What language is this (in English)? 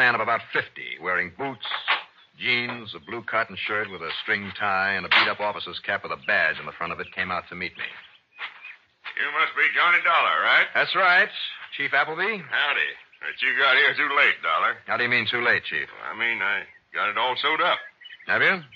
English